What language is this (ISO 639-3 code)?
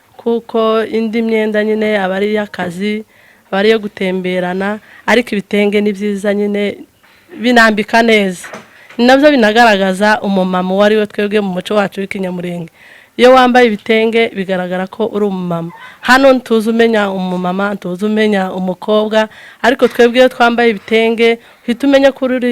kin